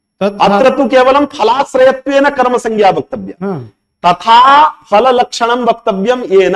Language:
Sanskrit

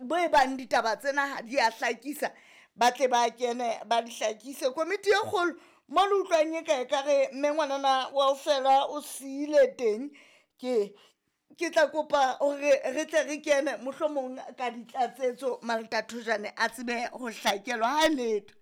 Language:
Southern Sotho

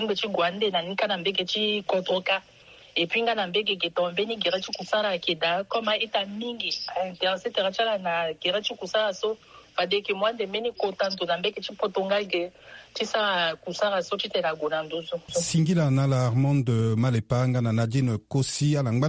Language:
Sango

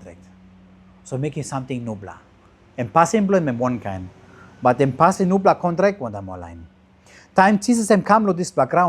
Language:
Tok Pisin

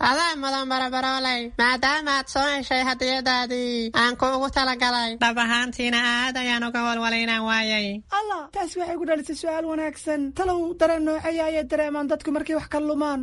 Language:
Somali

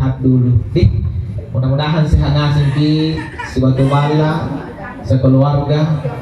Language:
Makasar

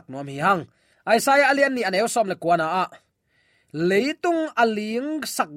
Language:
Tedim Chin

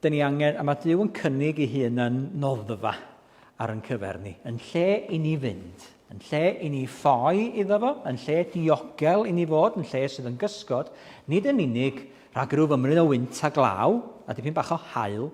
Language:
Welsh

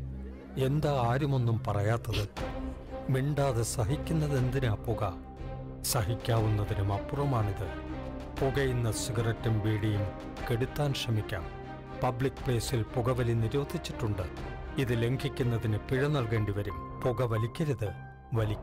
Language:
Malayalam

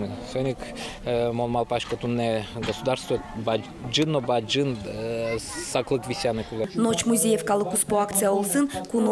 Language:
Udmurt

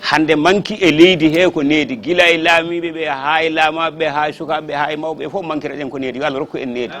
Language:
Fula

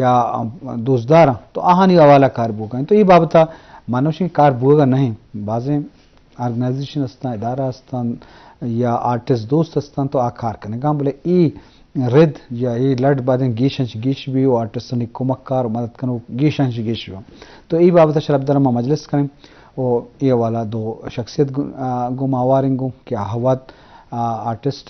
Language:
Eastern Balochi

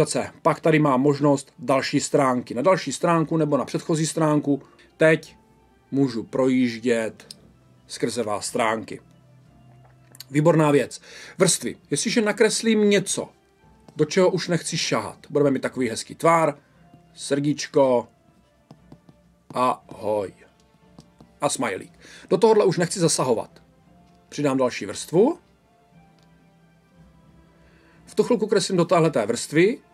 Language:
Czech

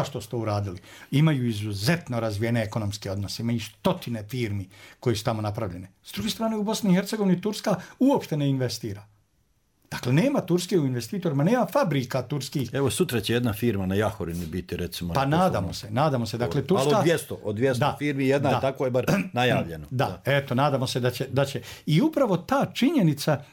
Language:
Bosnian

